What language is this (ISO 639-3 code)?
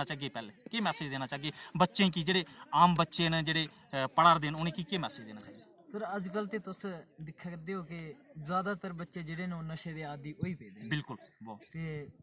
doi